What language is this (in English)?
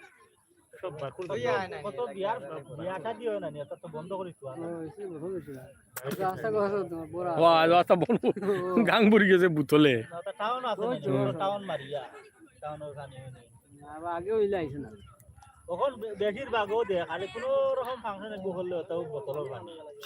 Sylheti